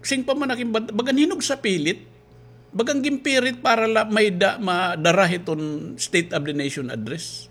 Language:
Waray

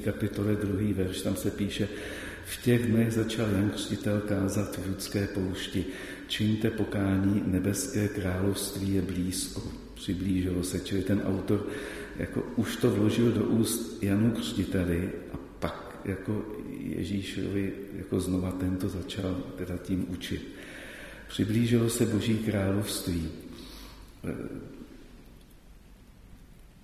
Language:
Czech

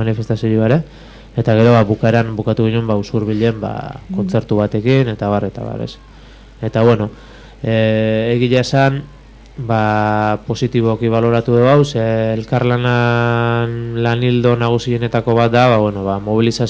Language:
Basque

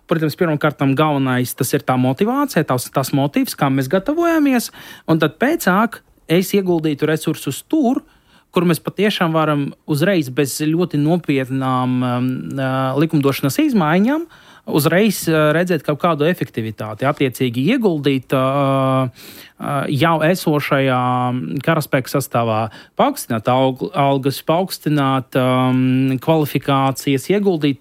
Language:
Latvian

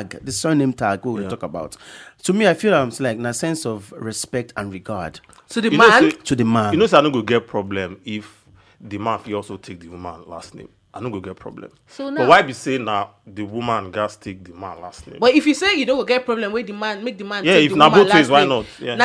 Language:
Nigerian Pidgin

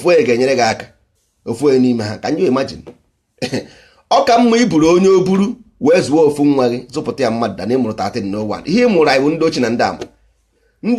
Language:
Igbo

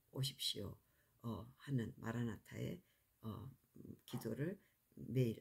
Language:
Korean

